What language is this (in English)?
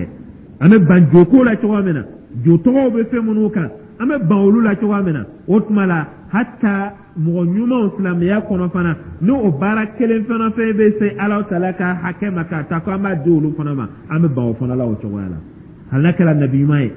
Dyula